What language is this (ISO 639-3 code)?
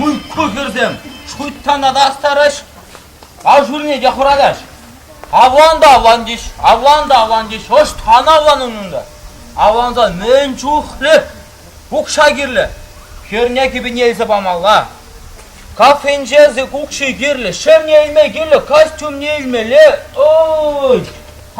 chv